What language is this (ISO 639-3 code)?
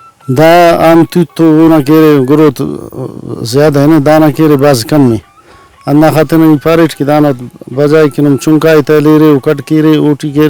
brh